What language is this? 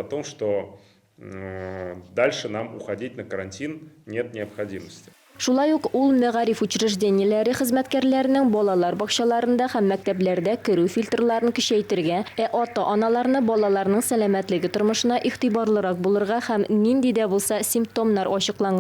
Tatar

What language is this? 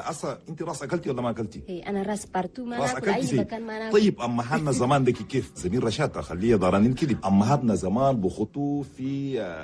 Chadian Arabic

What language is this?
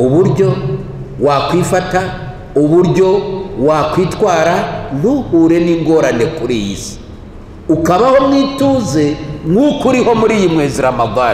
Kinyarwanda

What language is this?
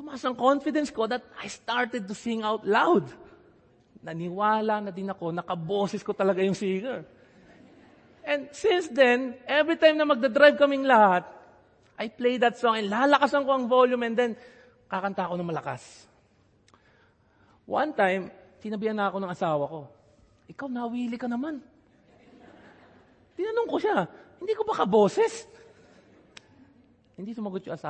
Filipino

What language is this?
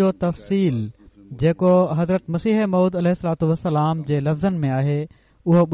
Sindhi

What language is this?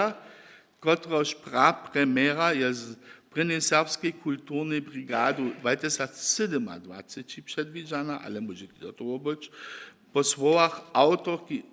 Upper Sorbian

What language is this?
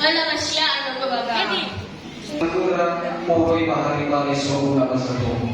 Nias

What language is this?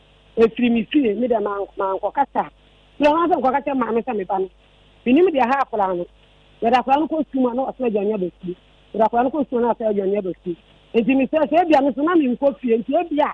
Akan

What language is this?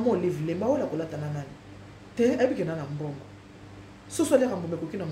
Lingala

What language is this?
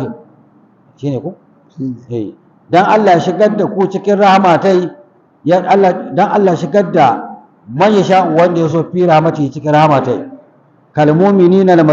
Hausa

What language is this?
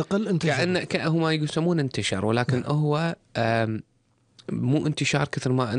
Gulf Arabic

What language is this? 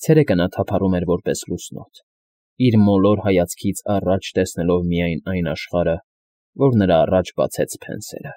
Armenian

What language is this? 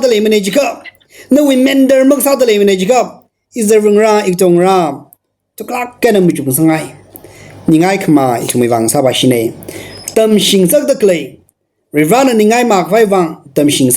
Tangkhul Naga (India)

